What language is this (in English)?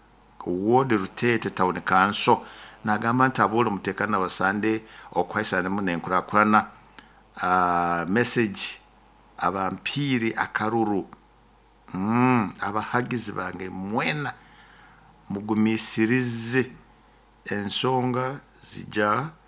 Nyoro